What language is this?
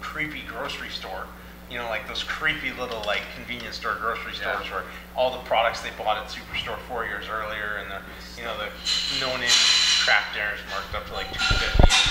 English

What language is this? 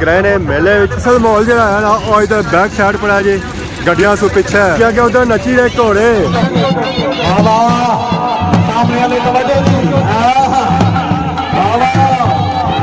Pahari-Potwari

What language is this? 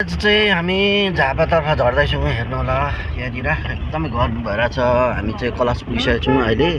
Nepali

